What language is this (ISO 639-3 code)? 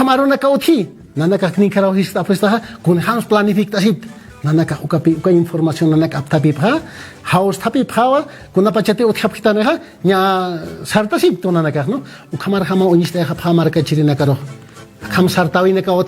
aym